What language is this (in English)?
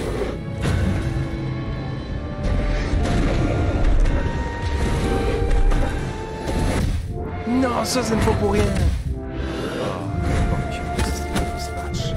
French